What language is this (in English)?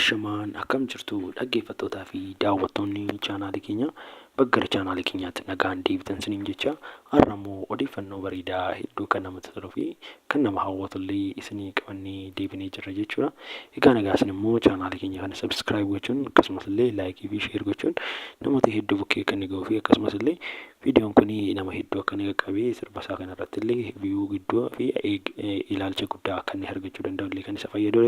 Oromo